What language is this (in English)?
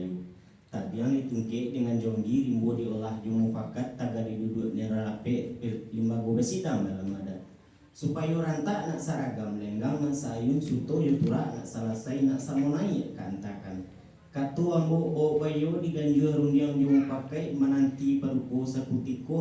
Minangkabau